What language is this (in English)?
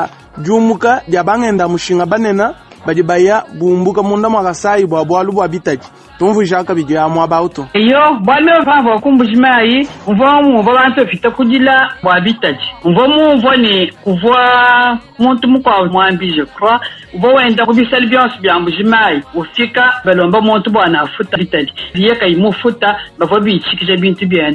Luba-Lulua